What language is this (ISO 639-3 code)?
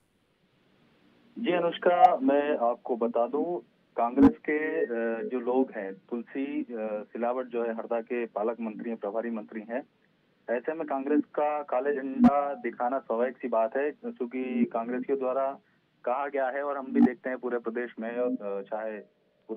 hin